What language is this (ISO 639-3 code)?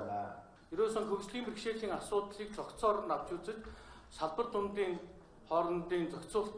mon